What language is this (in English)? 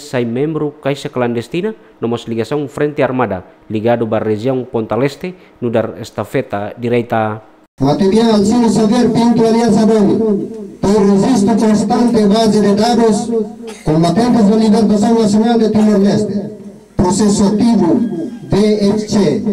Tetum